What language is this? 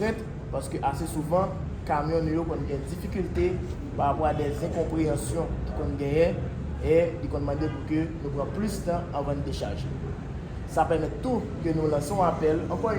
Haitian Creole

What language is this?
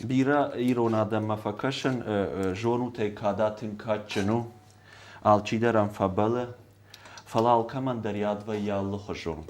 Ossetic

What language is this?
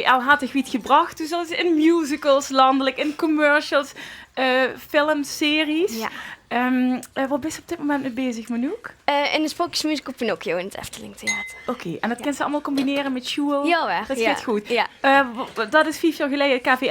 Limburgish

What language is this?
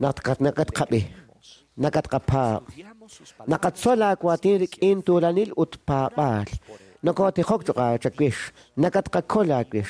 Kekchí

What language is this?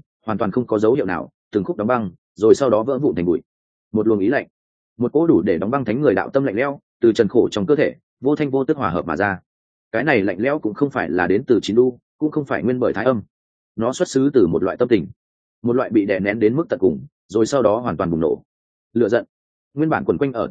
Vietnamese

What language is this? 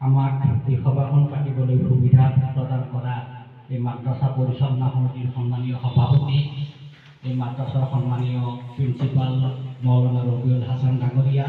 Assamese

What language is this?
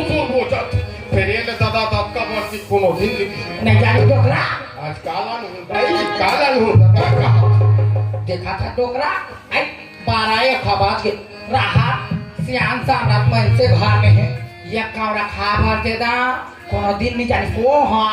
Chhattisgarhi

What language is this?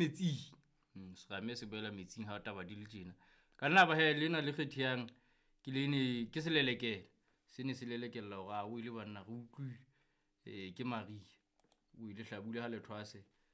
Southern Sotho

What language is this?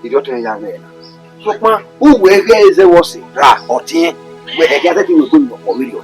Bini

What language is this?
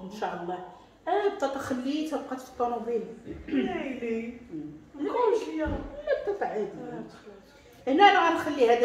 Moroccan Arabic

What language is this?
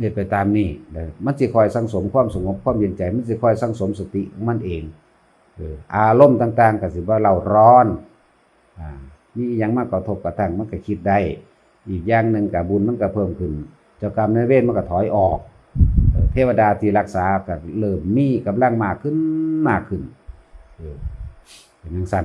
Northeastern Thai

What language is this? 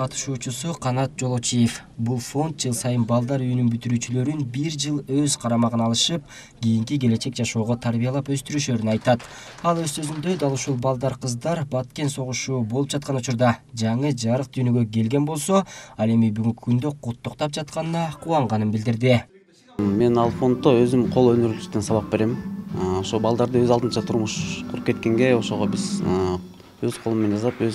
Kyrgyz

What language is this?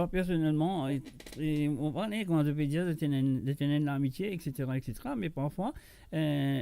Morisyen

